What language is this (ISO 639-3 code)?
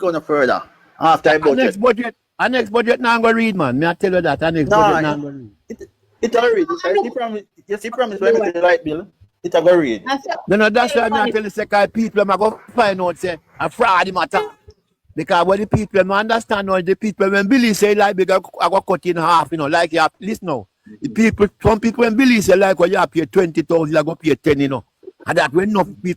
jam